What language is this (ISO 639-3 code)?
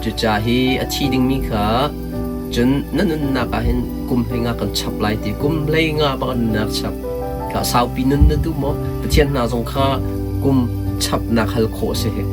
cnh